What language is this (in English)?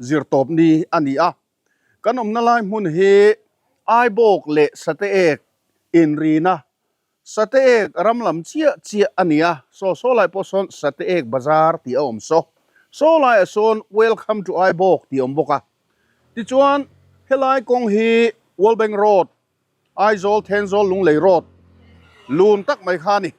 Mizo